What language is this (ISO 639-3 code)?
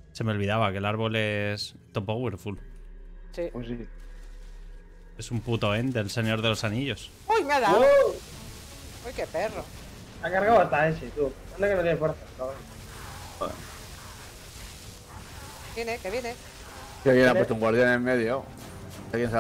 spa